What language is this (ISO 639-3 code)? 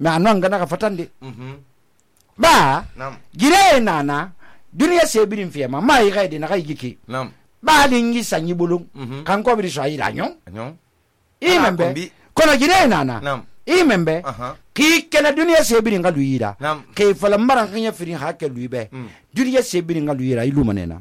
sus